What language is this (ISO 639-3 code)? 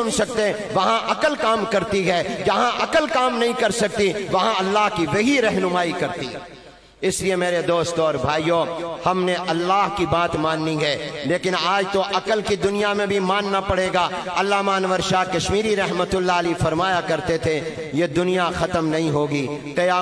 urd